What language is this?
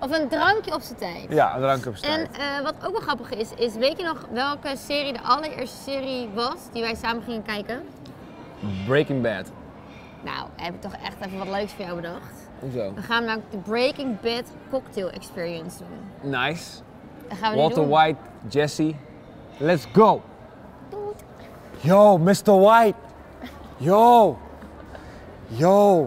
Dutch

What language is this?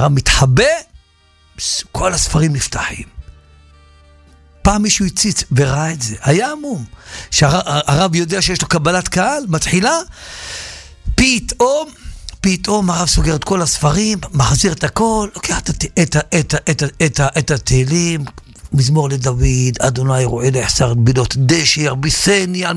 Hebrew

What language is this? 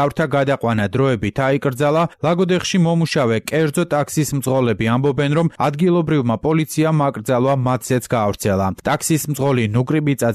Georgian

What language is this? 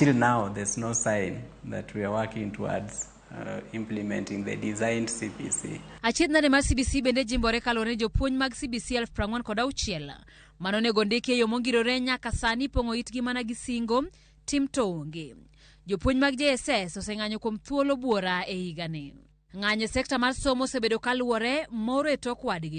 Luo (Kenya and Tanzania)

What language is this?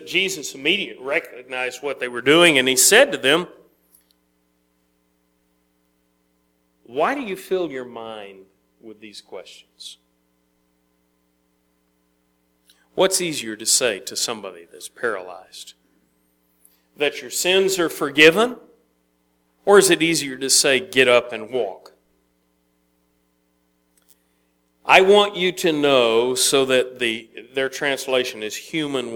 English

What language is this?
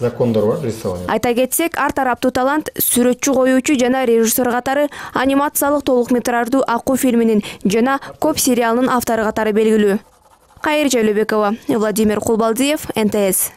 Kyrgyz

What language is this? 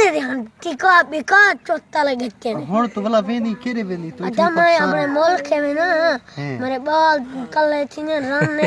Saraiki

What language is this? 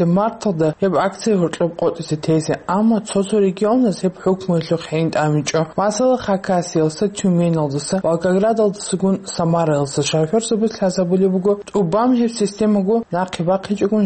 Avaric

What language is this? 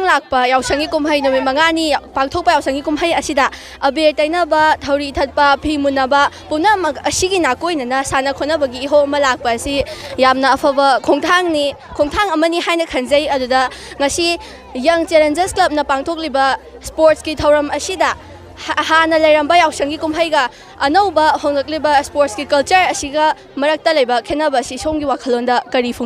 Manipuri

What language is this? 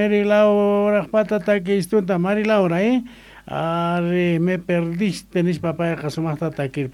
Quechua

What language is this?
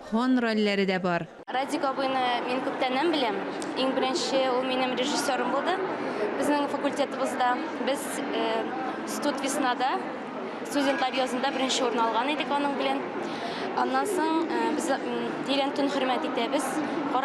Tatar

